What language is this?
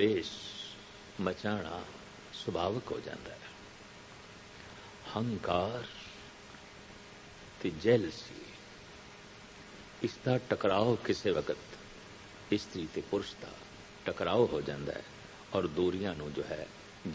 Punjabi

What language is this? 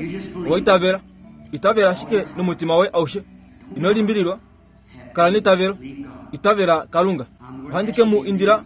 Kuanyama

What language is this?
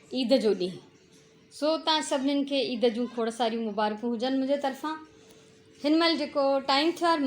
Sindhi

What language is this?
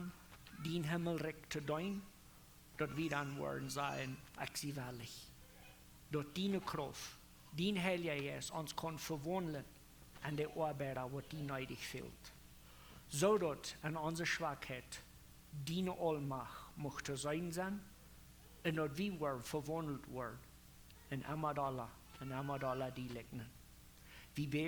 Plautdietsch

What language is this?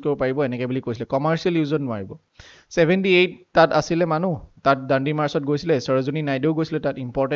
Assamese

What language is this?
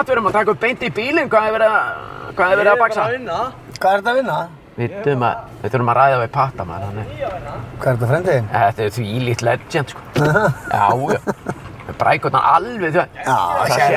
Icelandic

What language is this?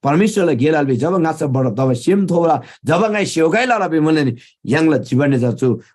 Eastern Tamang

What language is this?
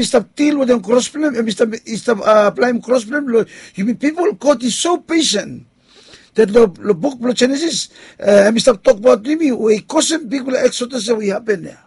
Bislama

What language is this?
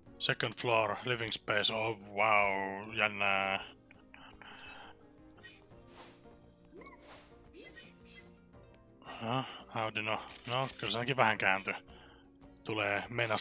Finnish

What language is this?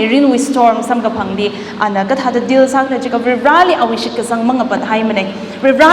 Tangkhul Naga (India)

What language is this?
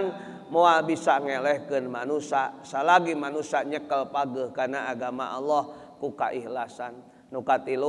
Sundanese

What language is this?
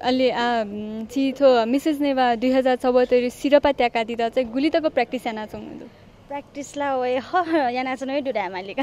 Newari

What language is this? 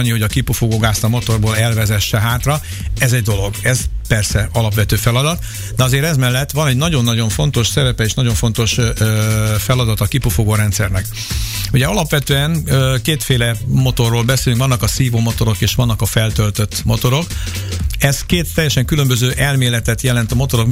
Hungarian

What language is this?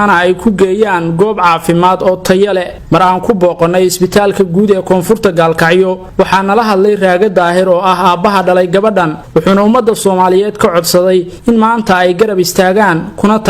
Somali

